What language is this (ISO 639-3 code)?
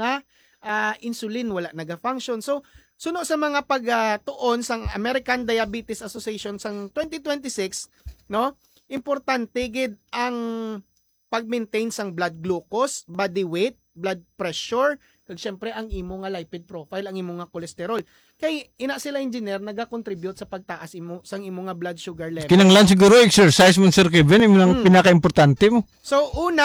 hil